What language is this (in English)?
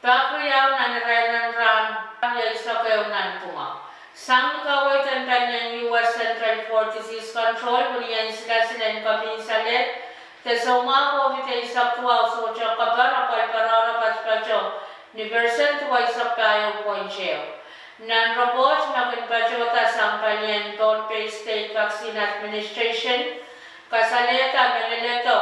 Pohnpeian